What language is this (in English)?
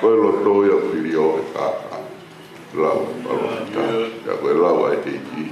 Tongan